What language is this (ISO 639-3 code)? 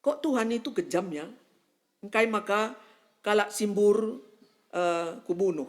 btx